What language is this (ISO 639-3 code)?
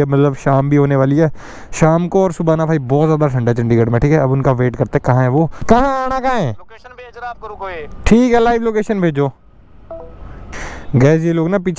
hin